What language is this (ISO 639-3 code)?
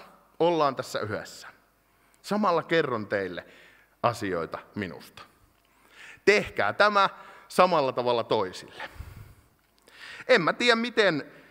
fin